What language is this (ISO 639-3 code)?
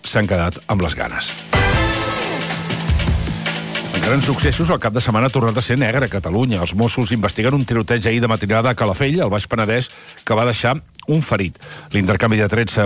cat